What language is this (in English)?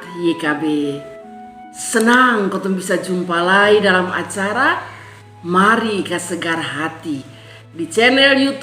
Kupang Malay